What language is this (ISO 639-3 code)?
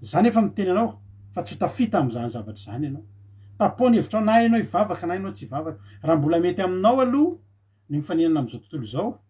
mlg